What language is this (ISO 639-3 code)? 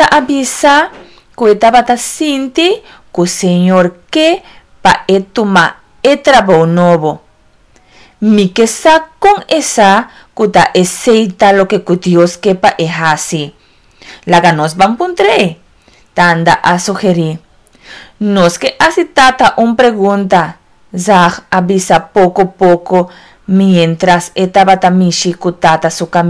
pap